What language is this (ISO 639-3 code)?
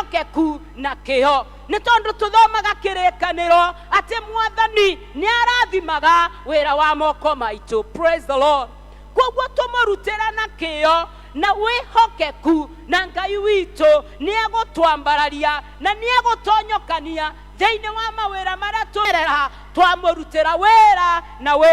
kik